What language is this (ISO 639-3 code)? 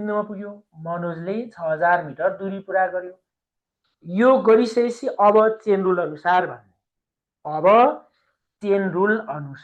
nep